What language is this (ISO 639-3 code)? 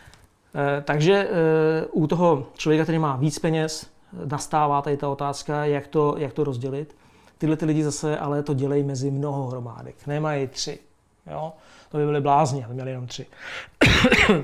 ces